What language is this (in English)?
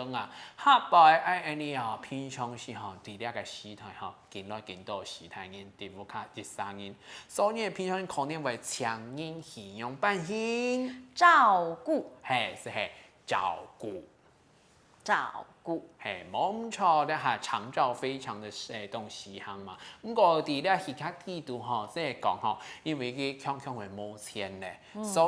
Hakka Chinese